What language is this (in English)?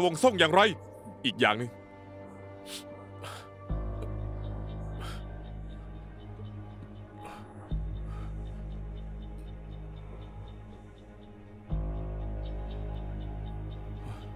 Thai